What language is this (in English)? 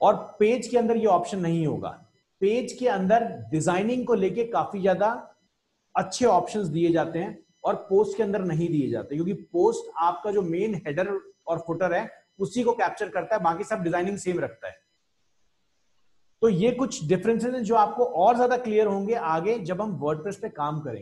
Hindi